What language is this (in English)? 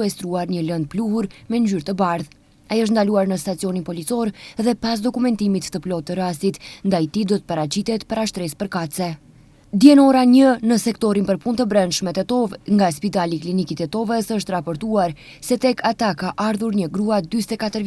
Albanian